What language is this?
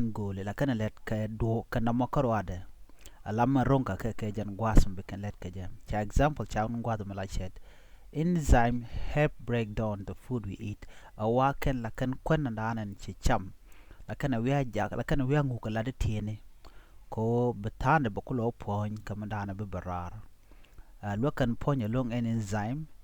Nuer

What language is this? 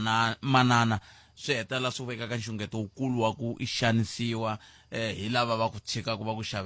Tsonga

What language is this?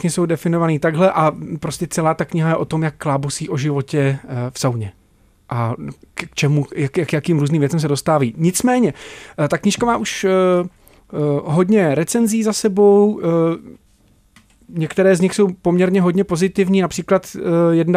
Czech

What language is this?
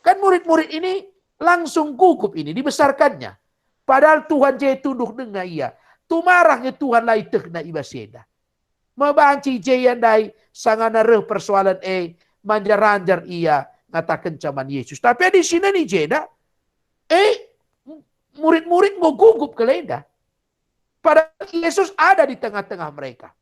Batak Karo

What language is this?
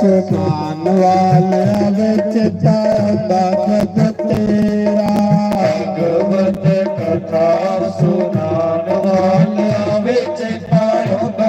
Dogri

